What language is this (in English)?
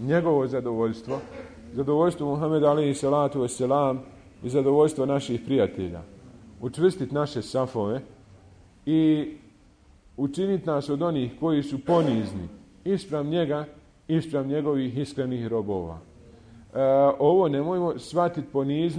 Bosnian